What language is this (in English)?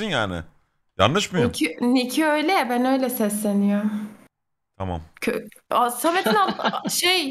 Turkish